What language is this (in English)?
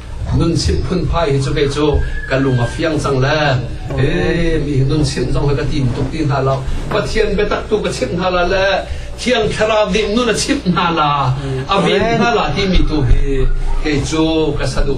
Hakha Chin